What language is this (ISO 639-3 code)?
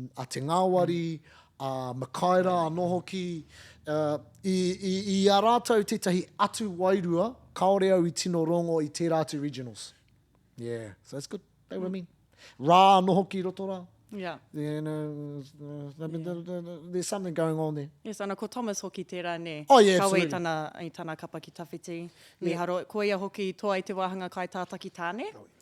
mri